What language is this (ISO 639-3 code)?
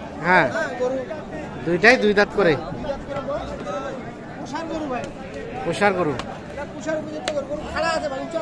ben